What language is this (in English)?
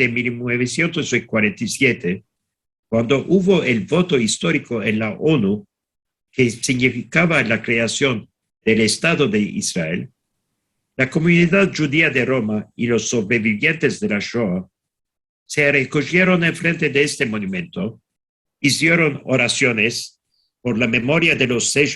Ladino